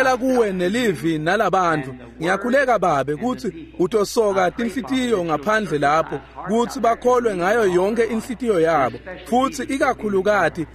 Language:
Swati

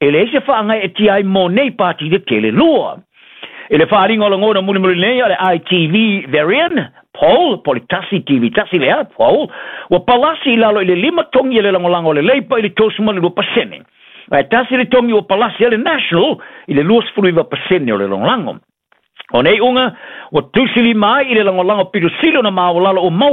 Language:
Samoan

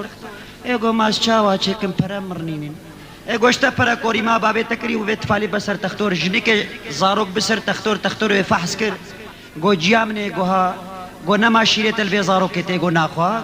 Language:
Kurdish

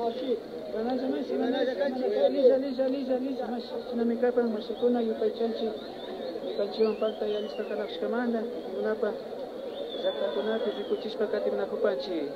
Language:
Imbabura Highland Quichua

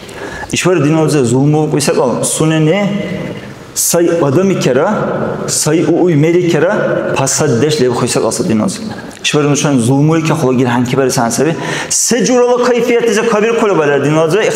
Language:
Dargwa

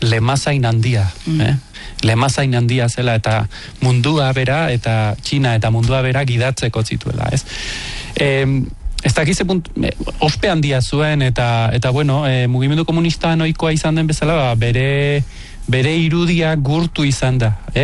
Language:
Basque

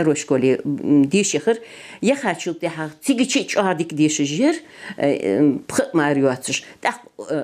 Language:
Ingush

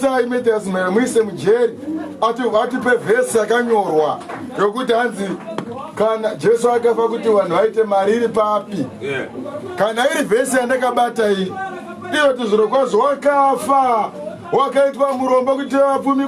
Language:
Shona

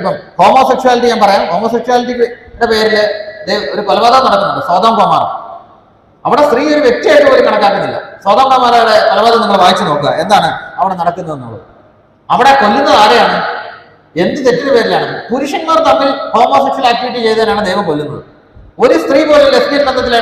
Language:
Malayalam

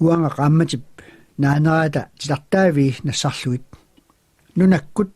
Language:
Kalaallisut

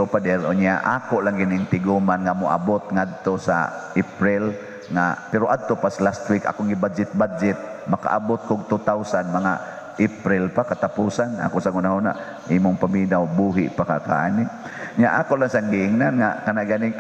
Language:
Cebuano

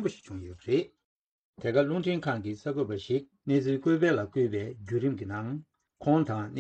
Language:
Tibetan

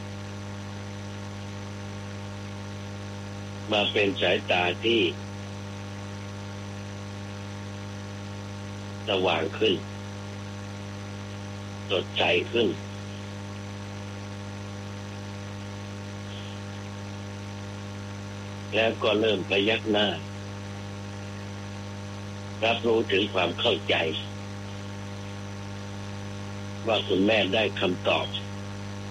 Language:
Thai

